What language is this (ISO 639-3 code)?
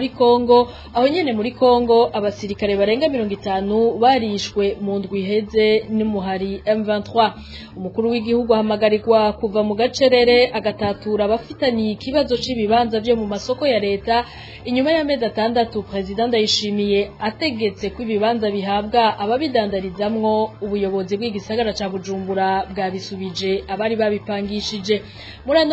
run